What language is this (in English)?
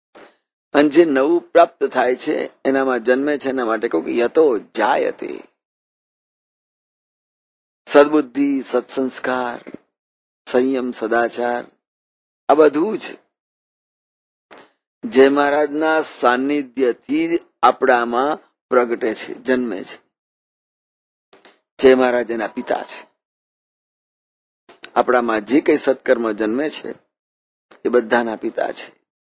Gujarati